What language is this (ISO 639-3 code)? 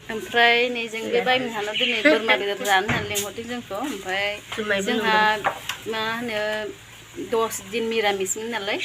brx